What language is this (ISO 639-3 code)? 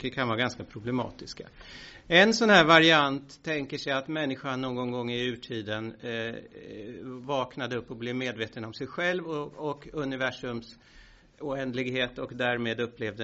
swe